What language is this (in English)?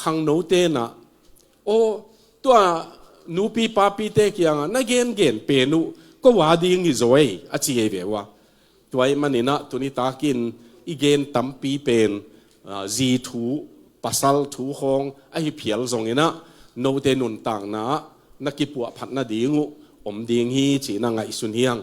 Tedim Chin